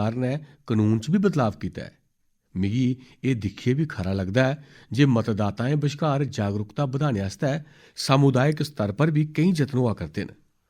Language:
Dogri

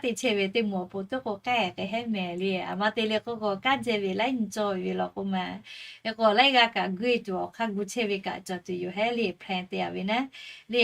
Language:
Lahu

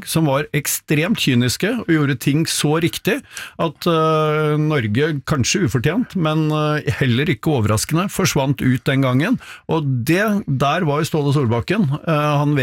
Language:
Norwegian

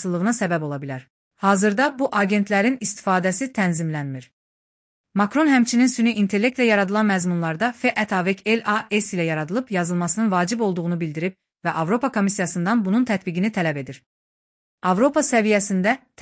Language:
Azerbaijani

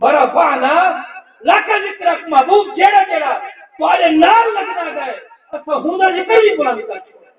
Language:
Saraiki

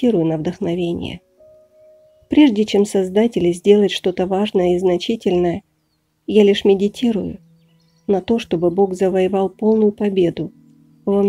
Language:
Russian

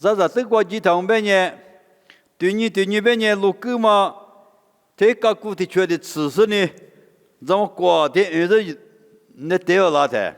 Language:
Lisu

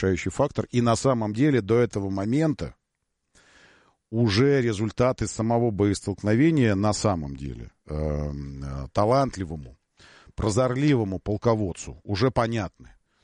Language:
Russian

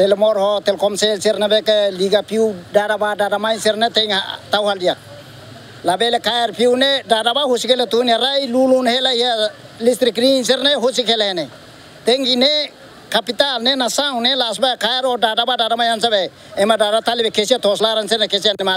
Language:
Tetum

